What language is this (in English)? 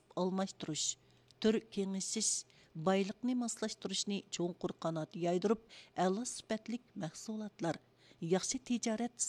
Uyghur